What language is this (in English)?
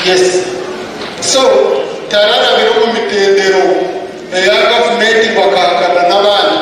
Nyankole